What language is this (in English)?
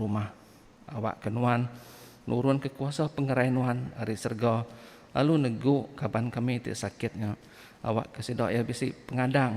Iban